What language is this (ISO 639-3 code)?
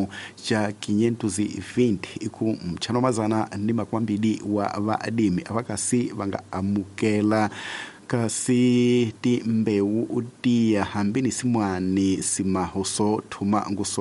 tso